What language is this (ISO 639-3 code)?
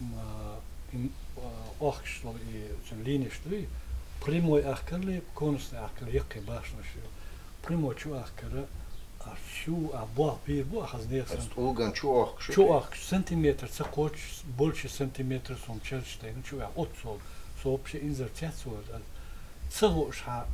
che